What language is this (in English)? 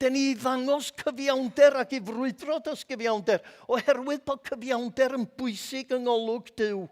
Welsh